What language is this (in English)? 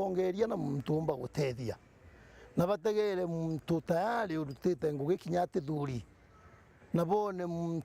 Meru